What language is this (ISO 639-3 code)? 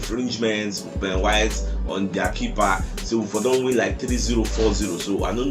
pcm